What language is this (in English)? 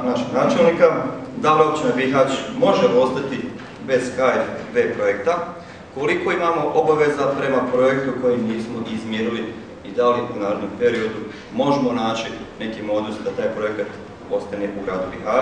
Bosnian